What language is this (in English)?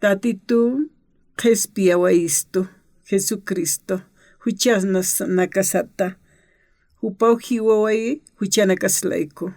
Aymara